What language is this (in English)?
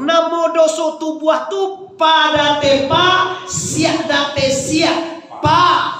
Minangkabau